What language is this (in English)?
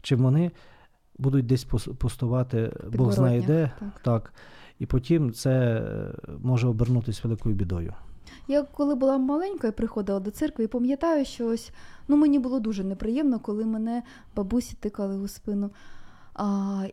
Ukrainian